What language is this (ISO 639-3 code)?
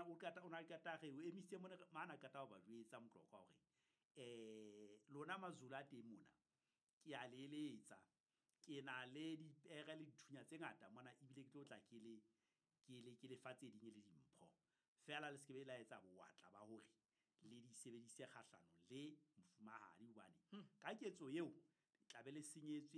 sot